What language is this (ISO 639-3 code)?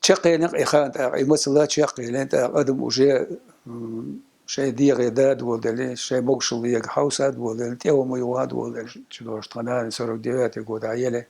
che